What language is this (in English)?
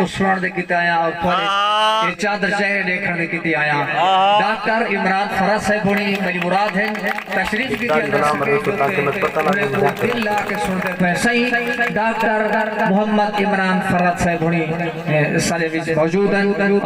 Saraiki